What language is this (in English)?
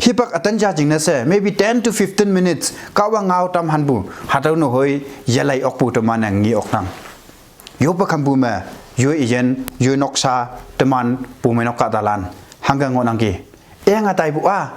Konyak Naga